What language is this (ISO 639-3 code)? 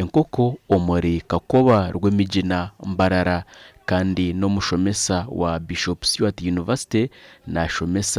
nyn